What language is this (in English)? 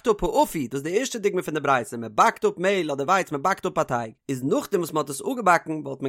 Yiddish